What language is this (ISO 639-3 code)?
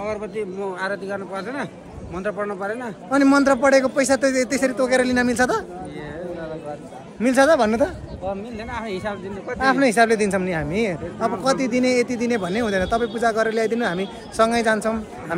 nep